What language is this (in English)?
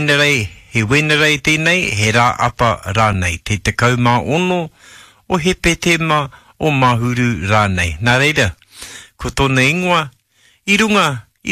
Māori